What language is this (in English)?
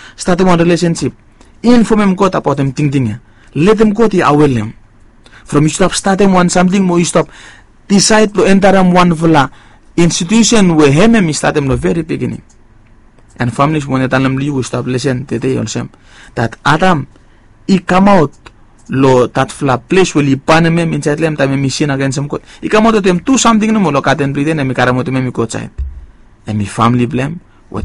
Bislama